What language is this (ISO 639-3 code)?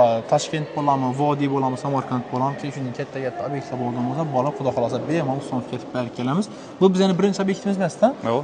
uzb